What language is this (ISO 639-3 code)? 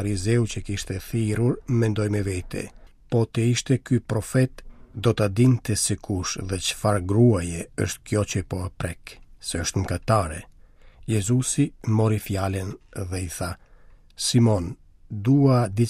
sqi